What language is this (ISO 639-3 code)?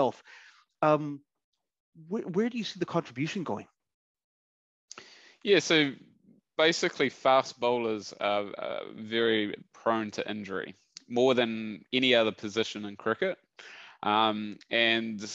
eng